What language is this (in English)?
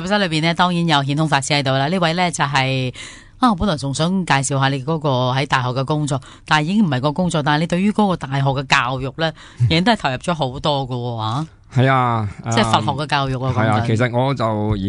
Cantonese